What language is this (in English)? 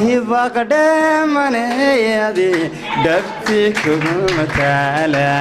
Somali